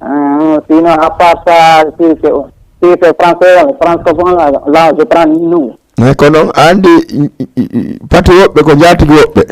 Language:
Fula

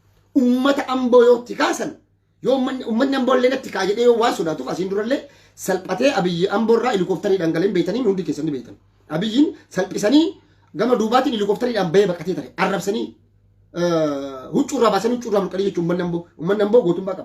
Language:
Oromo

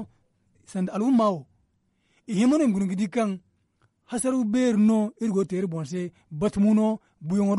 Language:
Zarma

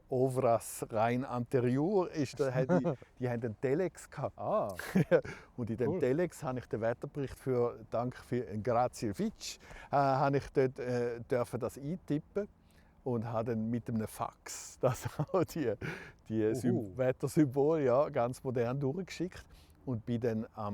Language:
Romansh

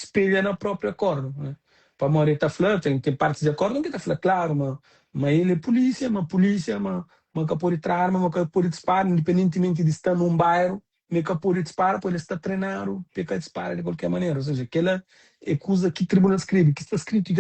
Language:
Kabuverdianu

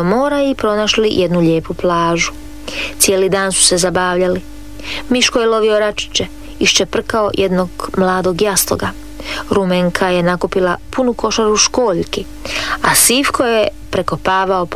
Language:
Croatian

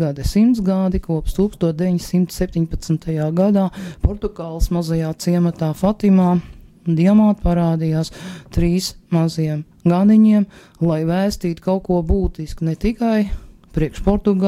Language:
Latvian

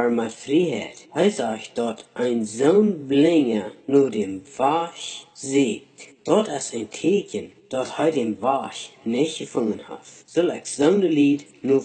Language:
Plautdietsch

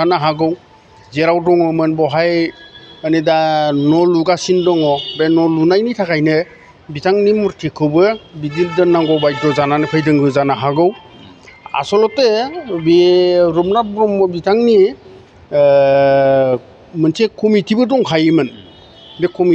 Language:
Bodo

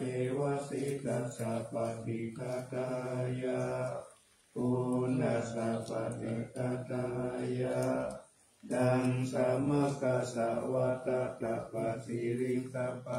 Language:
Pali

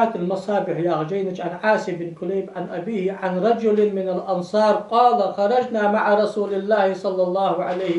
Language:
Ingush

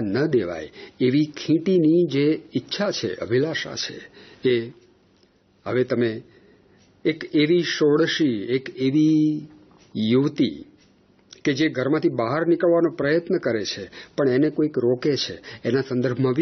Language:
Gujarati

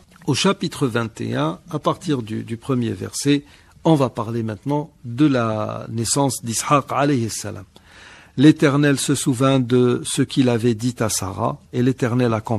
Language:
French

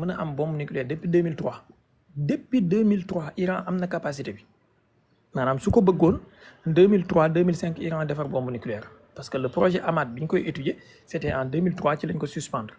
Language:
Wolof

